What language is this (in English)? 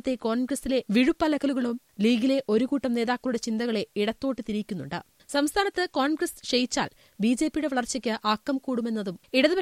Malayalam